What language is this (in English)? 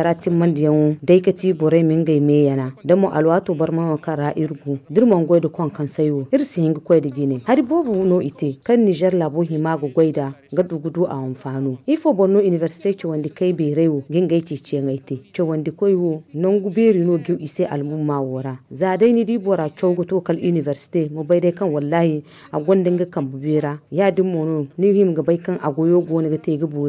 Zarma